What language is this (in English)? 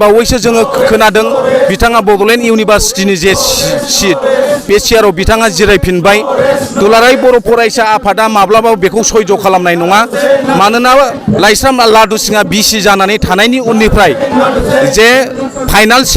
Bodo